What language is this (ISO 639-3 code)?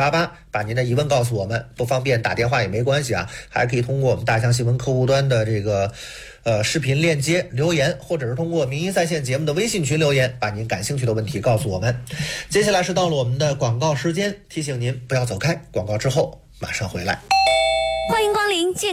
zho